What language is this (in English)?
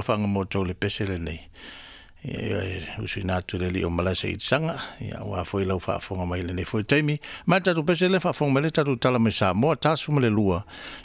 Samoan